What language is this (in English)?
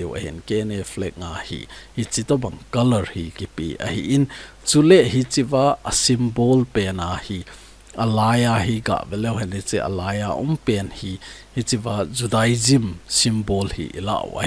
Thado Chin